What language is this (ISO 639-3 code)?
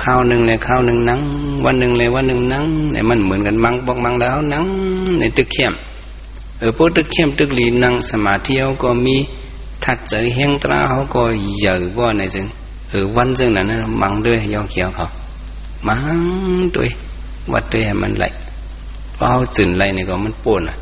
shn